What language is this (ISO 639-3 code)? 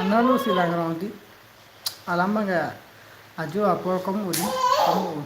mjw